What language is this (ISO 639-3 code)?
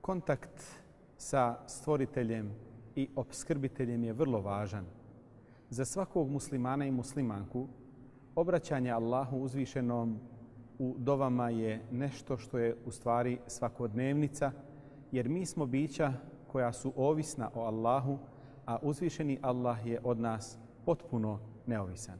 bos